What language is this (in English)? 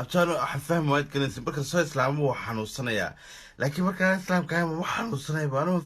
Somali